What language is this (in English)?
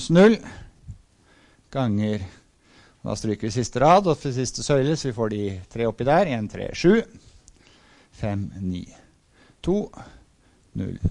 Norwegian